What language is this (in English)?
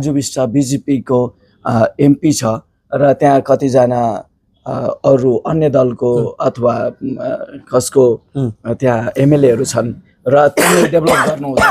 Nepali